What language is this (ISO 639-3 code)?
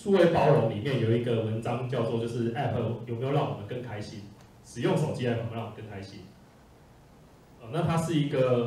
zho